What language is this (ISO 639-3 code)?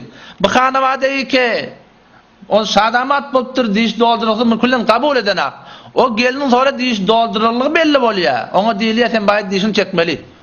tuk